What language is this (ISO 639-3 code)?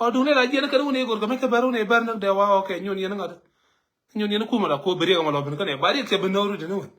nus